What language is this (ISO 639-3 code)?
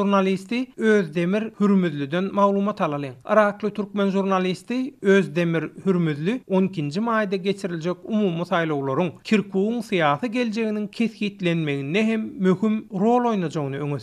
tuk